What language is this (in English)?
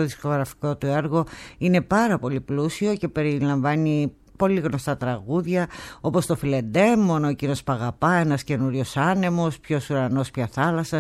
Greek